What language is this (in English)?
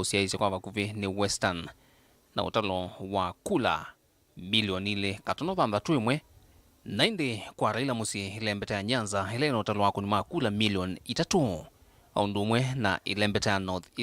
Kamba